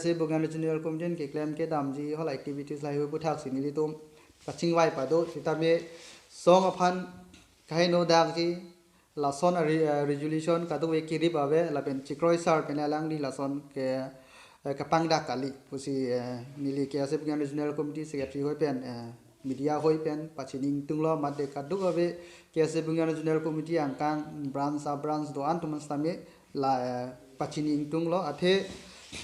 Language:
Karbi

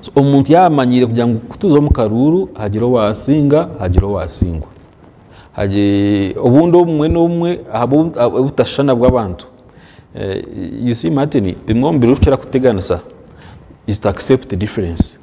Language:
Nyankole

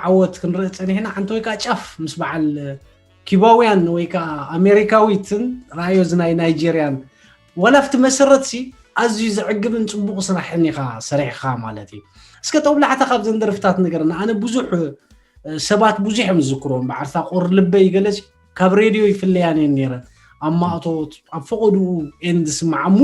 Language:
Tigrinya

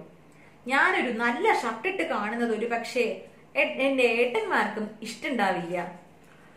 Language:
Malayalam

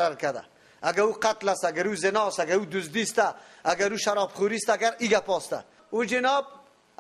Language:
Persian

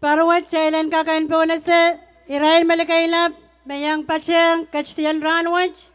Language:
Pohnpeian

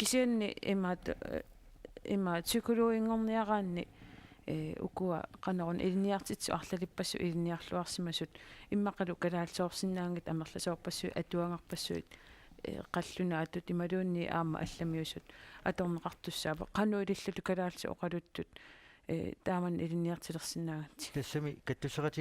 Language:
Kalaallisut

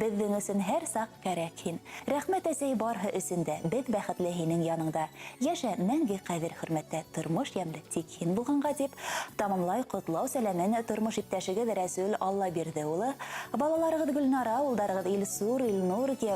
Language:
Bashkir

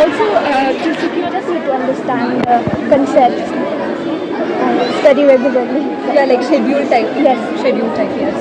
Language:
Khasi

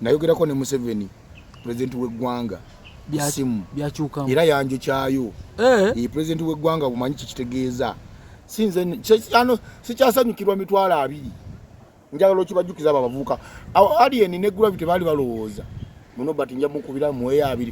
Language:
Ganda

